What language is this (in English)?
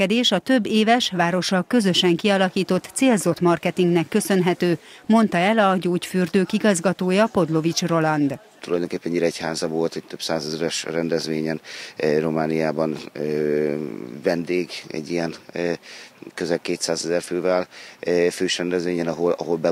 Hungarian